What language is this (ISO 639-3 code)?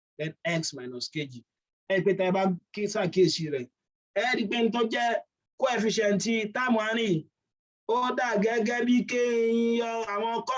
yor